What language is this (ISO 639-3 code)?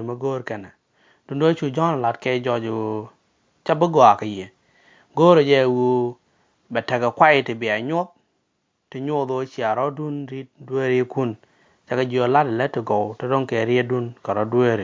nus